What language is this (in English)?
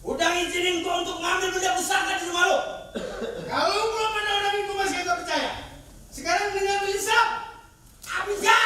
Betawi